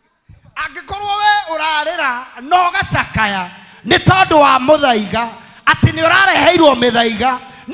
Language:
Kikuyu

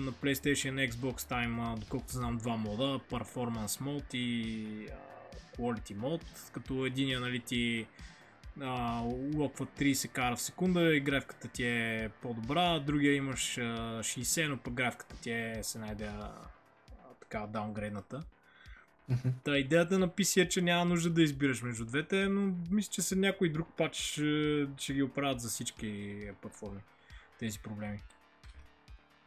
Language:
Bulgarian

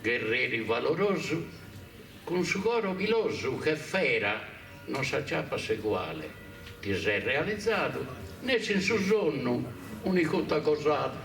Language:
Sardinian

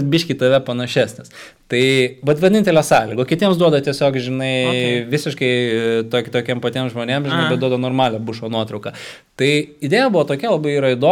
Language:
Lithuanian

